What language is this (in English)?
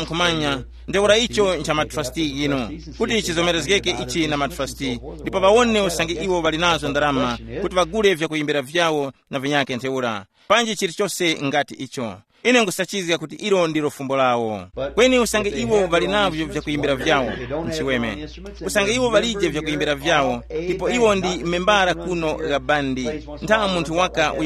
Tumbuka